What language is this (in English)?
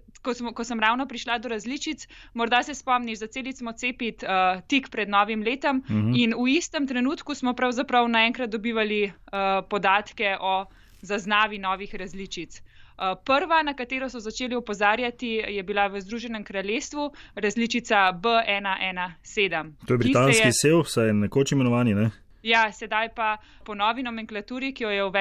Slovenian